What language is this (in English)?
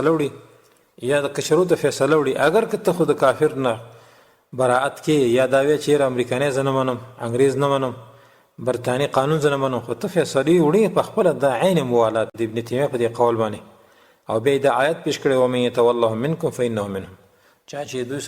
Pashto